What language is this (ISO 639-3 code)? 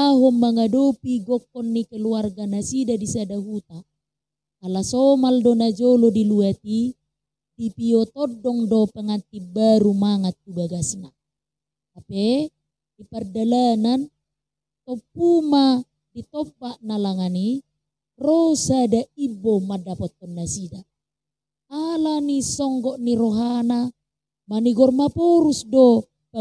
bbc